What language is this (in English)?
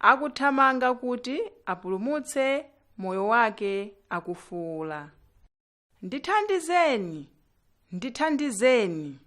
Nyanja